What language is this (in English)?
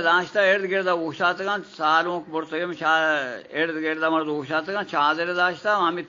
Eastern Balochi